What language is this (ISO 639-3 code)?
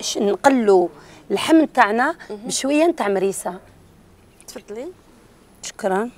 arq